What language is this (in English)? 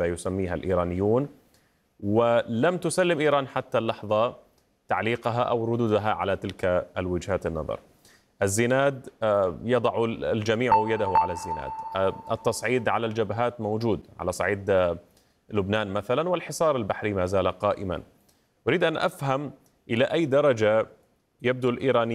Arabic